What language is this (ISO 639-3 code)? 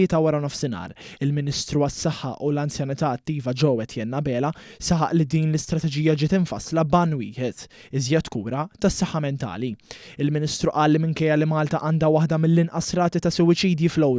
mlt